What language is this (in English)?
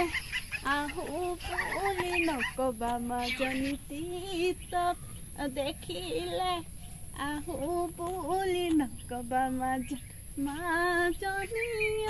Assamese